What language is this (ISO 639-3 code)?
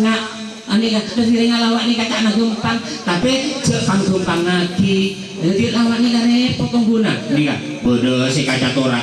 mad